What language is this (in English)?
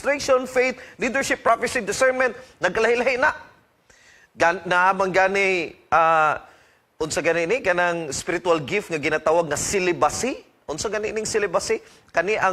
Cebuano